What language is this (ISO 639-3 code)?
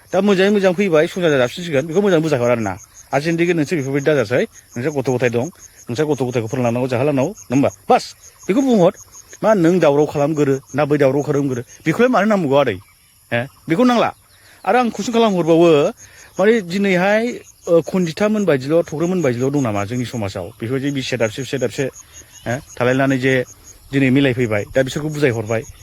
brx